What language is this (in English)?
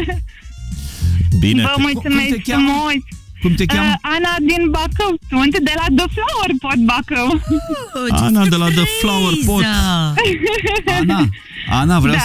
Romanian